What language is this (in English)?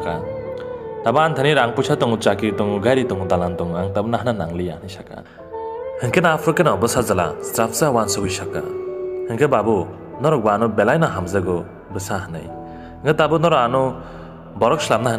Kok Borok